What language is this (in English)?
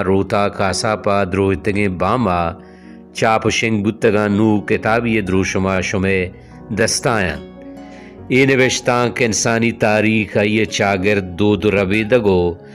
Baluchi